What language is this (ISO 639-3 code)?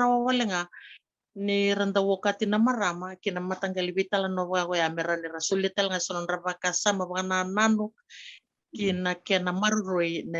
fij